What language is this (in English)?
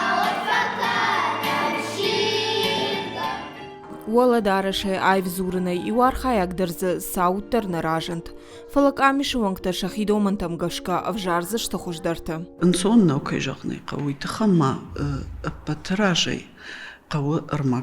Ossetic